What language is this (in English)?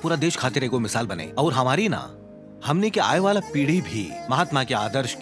Bhojpuri